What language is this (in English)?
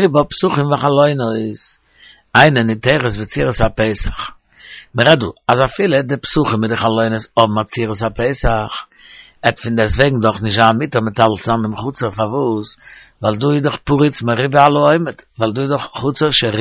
Yiddish